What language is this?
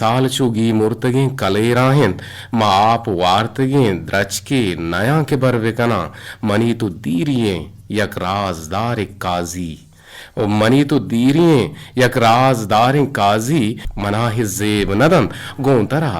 Eastern Balochi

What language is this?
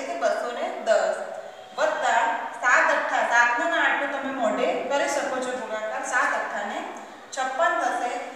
Gujarati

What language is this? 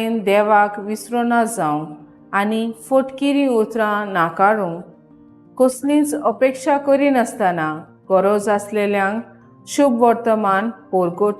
Konkani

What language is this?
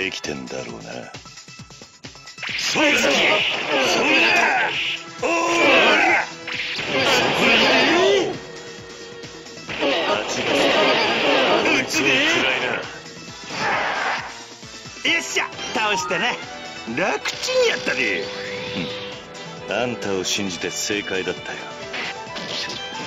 Japanese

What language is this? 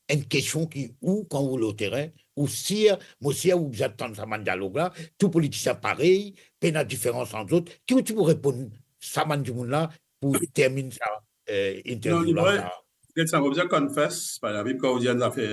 Morisyen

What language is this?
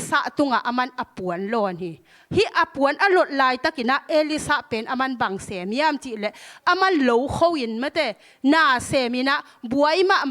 Tedim Chin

